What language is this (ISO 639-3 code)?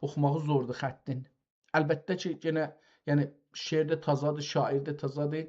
azb